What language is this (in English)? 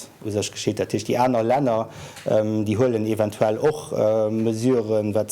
Luxembourgish